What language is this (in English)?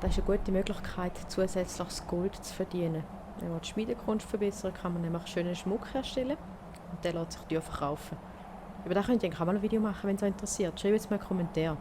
Swiss German